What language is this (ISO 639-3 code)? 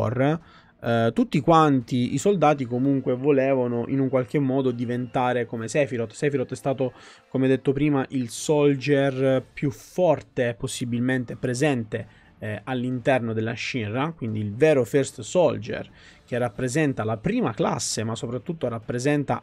ita